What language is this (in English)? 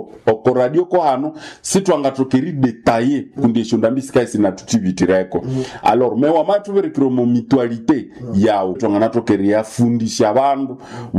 Nande